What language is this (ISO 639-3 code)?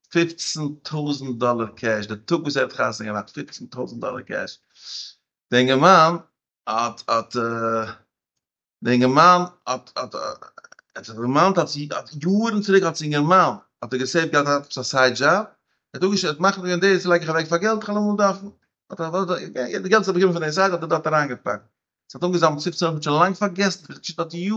yid